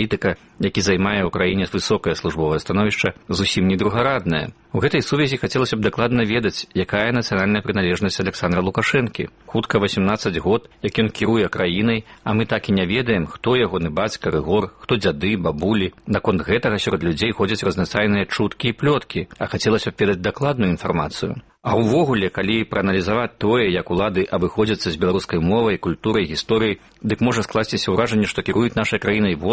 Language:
Belarusian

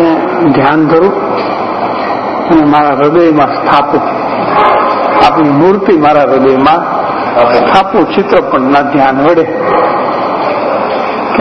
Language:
Gujarati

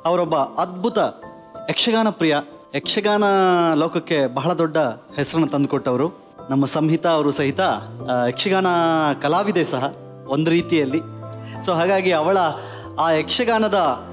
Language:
Kannada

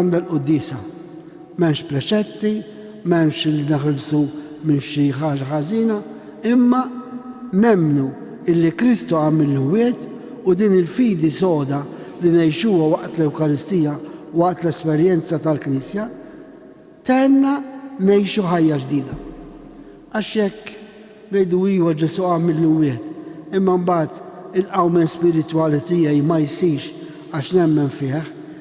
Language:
Maltese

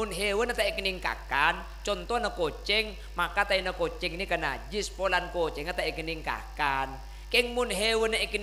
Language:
Madurese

